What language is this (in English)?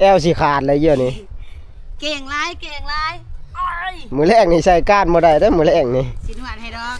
Northeastern Thai